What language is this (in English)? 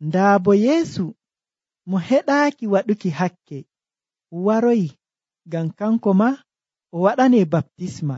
Nigerian Fulfulde